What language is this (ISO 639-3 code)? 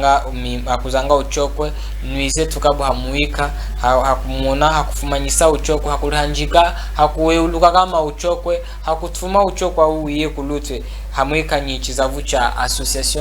cjk